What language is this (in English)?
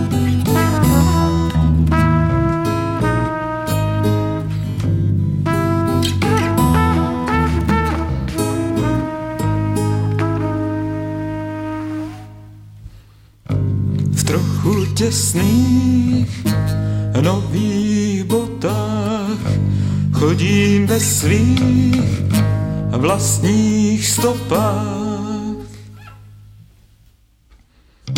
Czech